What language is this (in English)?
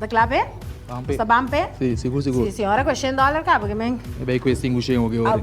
Papiamento